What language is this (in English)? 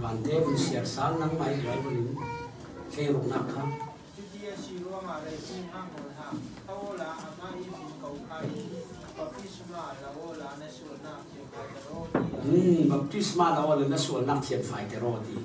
Falam Chin